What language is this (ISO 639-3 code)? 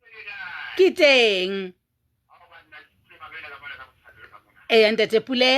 sot